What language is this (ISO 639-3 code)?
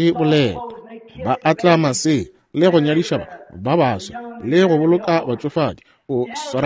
nso